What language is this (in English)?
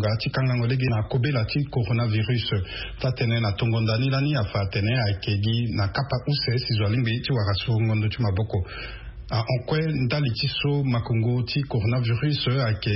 Sango